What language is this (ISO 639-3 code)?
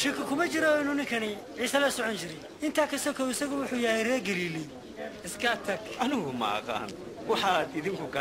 som